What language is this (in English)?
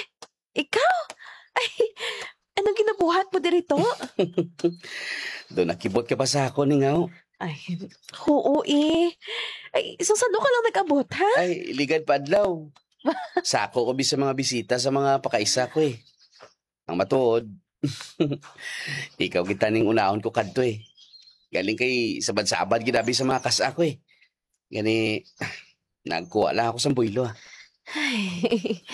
Hiligaynon